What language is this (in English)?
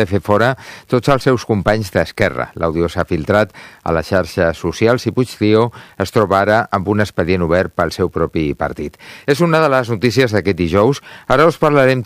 Catalan